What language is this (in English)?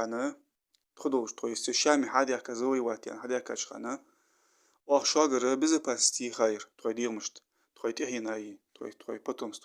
Ingush